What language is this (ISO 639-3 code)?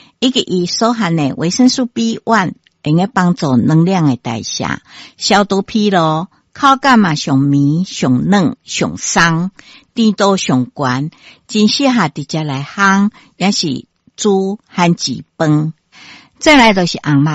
nan